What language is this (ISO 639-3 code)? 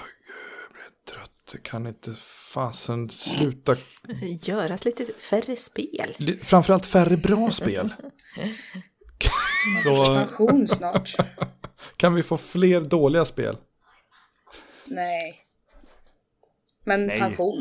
swe